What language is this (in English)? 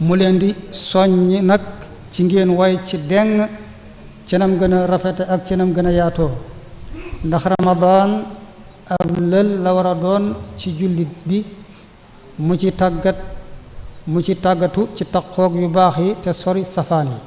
Wolof